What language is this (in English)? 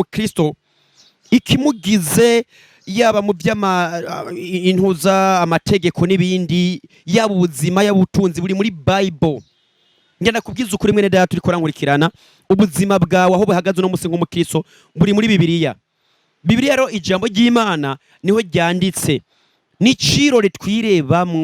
Rundi